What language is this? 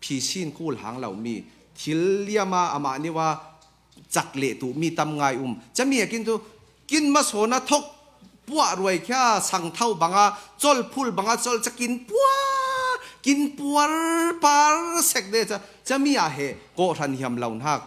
Falam Chin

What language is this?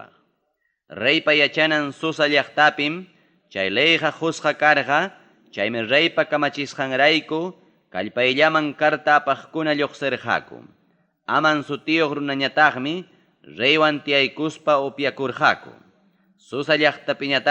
Ayacucho Quechua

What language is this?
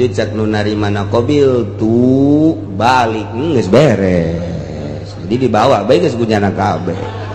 Sundanese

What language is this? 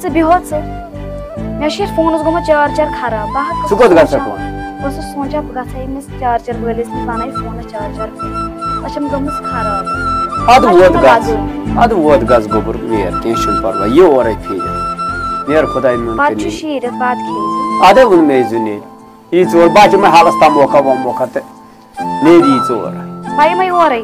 Kashmiri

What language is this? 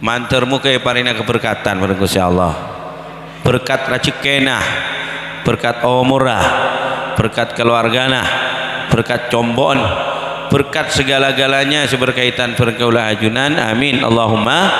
Madurese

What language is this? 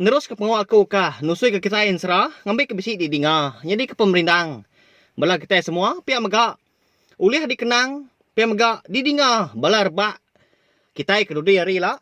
Iban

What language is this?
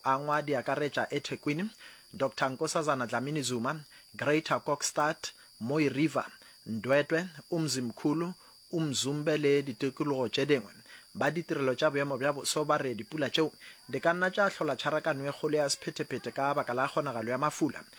Northern Sotho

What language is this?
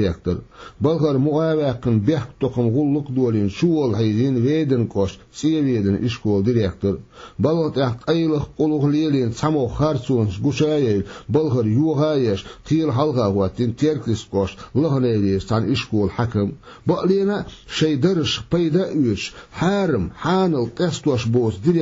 Chechen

